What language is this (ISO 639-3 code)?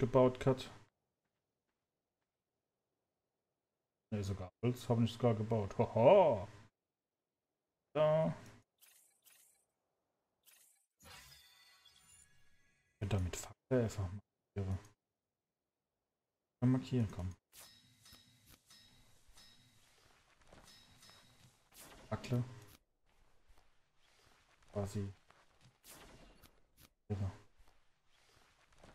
deu